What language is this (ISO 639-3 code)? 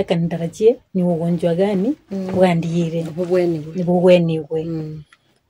guz